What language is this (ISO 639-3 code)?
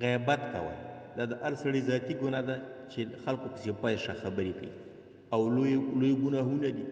pus